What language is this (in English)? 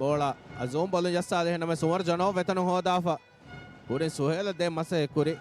Divehi